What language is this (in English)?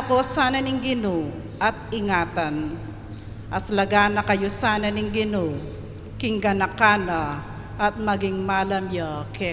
Pampanga